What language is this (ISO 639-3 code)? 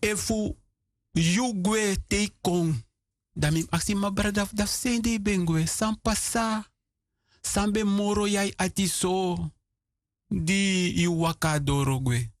srn